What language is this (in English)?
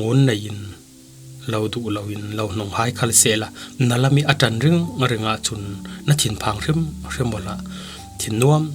Falam Chin